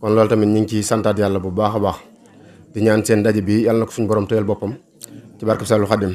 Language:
Wolof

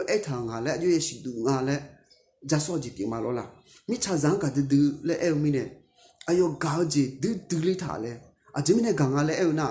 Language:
Akha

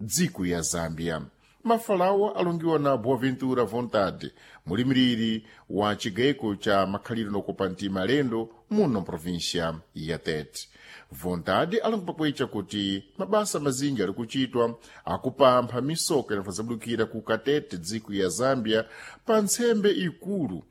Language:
Sena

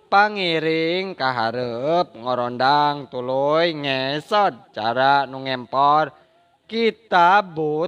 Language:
Sundanese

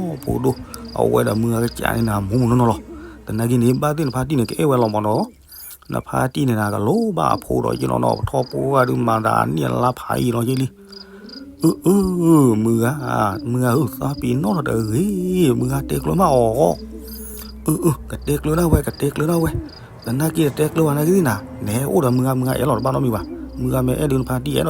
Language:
S'gaw Karen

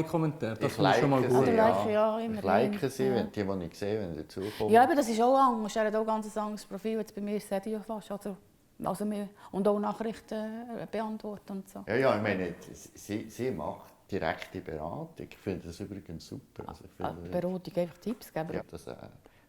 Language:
Swiss German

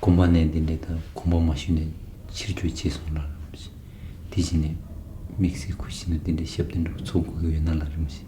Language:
Tibetan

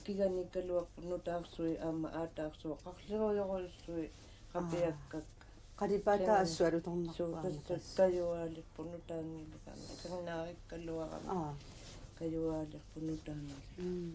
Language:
Kalaallisut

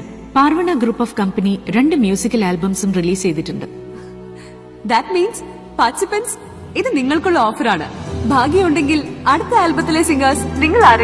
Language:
Malayalam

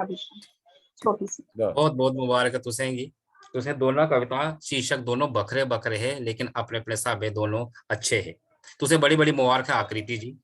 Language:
Dogri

